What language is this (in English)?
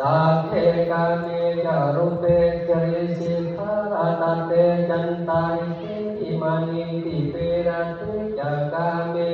Pali